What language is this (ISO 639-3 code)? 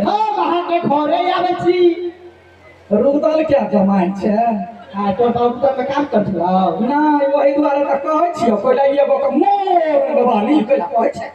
mai